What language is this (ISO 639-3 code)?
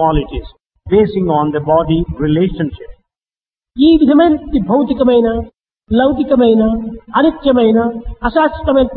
tel